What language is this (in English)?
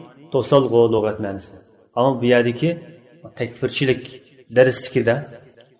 Uyghur